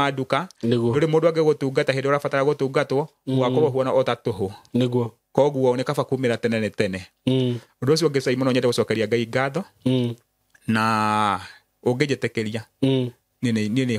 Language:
Kikuyu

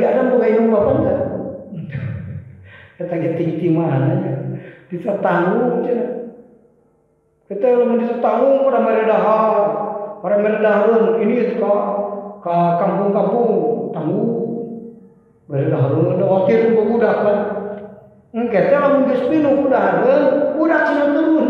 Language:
Sundanese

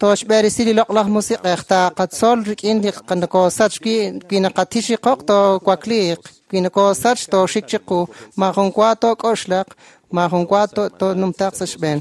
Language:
Kekchí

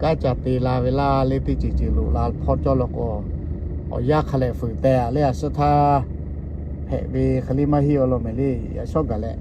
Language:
Lahu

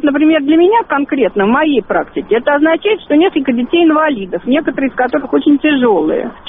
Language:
Russian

